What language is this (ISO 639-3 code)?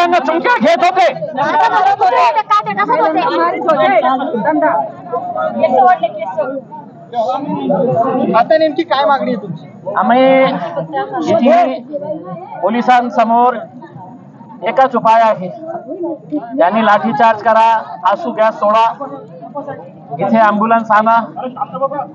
mar